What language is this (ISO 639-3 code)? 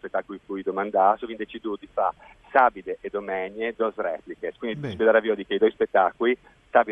fur